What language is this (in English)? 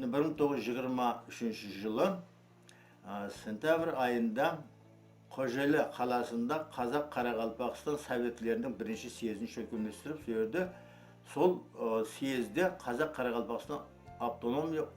Kara-Kalpak